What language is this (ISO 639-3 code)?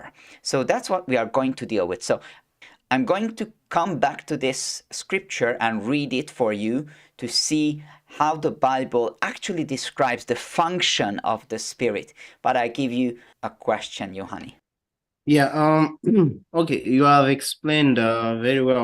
eng